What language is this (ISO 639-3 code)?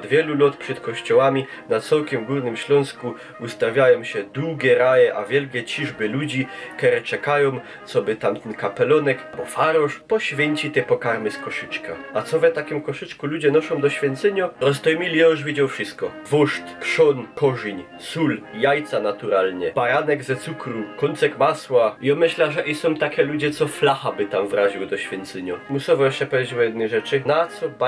szl